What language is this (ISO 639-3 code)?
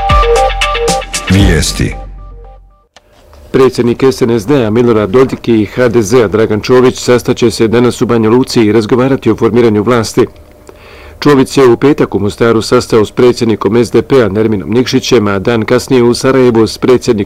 bos